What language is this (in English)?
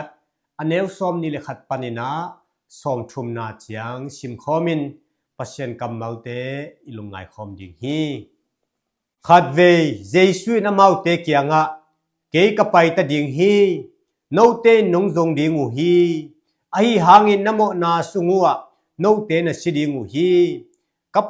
Tedim Chin